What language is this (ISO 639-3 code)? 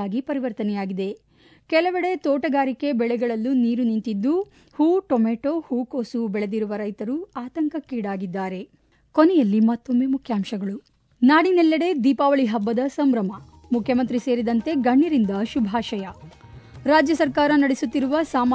kan